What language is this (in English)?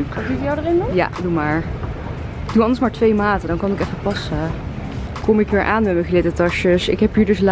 Dutch